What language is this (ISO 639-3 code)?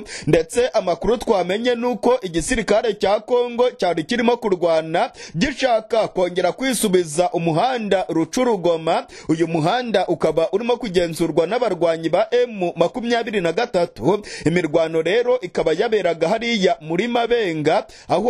kin